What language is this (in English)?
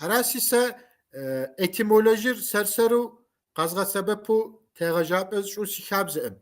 Kabardian